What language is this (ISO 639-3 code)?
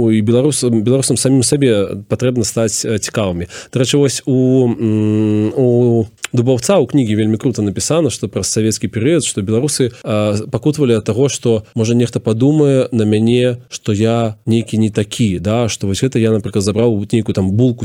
bel